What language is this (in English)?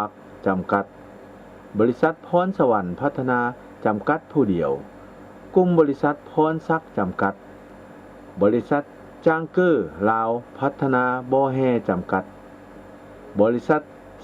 Lao